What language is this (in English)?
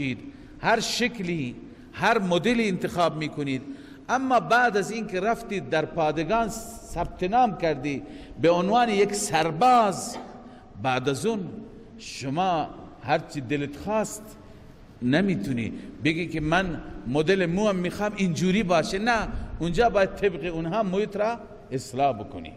Persian